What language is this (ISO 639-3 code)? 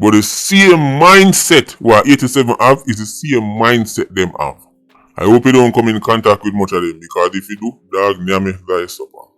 jam